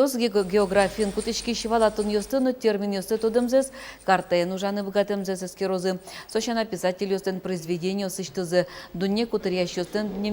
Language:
Udmurt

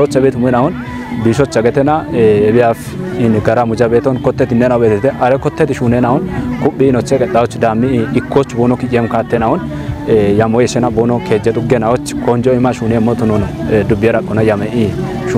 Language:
Kafa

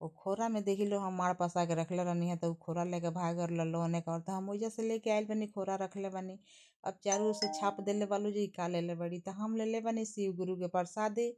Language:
Bhojpuri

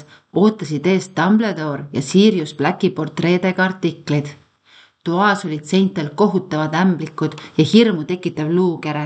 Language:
Estonian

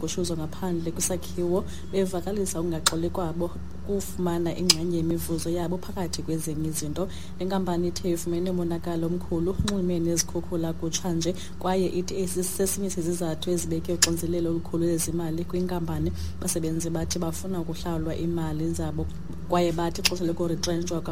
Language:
Xhosa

